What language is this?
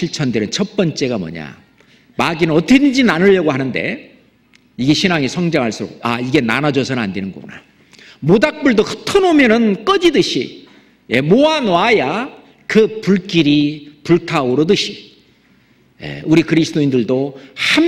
Korean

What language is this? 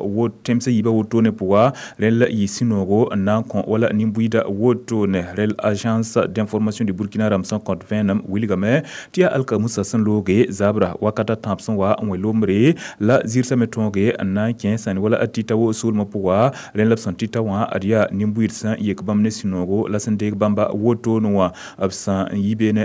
Mossi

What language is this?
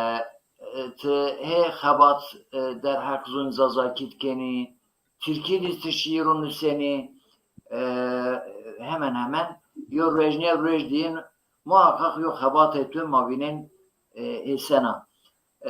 Zaza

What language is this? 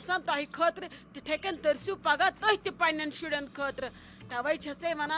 Kashmiri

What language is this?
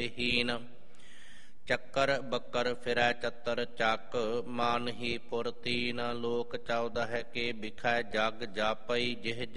Punjabi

